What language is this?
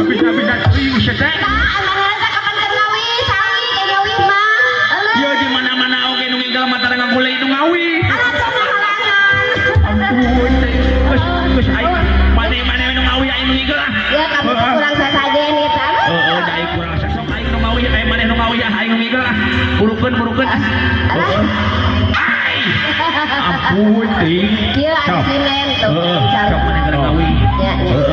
Sundanese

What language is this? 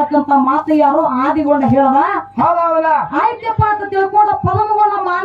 Kannada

